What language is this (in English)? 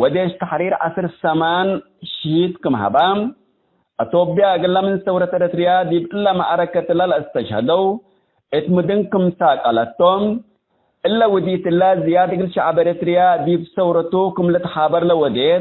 Tigre